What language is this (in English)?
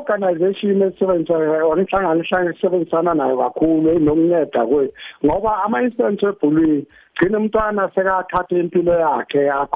South Ndebele